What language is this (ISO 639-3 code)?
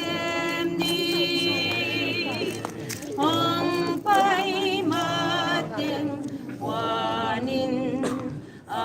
pck